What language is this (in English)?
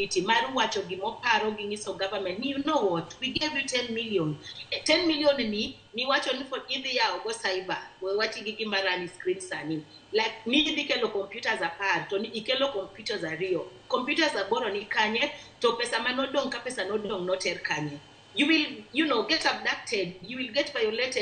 Luo (Kenya and Tanzania)